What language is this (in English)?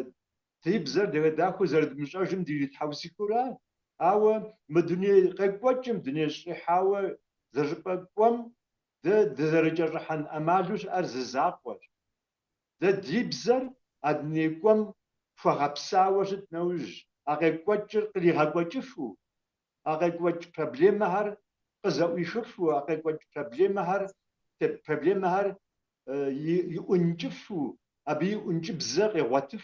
Kabardian